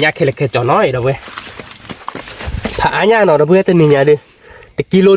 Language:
S'gaw Karen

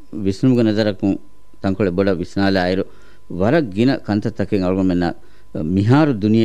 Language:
Divehi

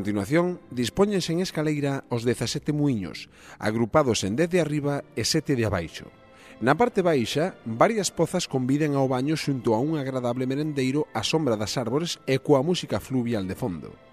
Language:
Galician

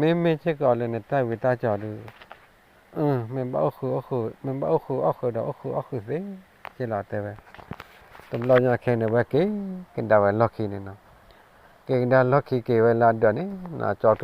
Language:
S'gaw Karen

